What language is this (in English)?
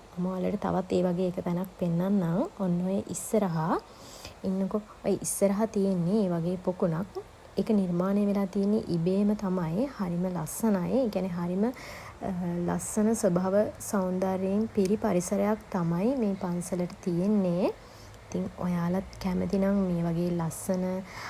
Sinhala